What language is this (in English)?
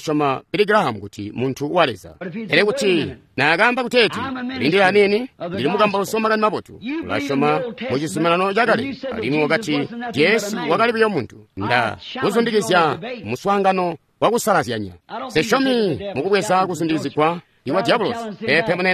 Tonga (Zambia)